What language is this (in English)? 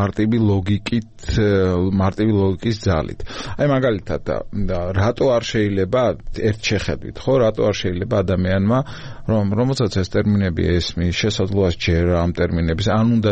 Georgian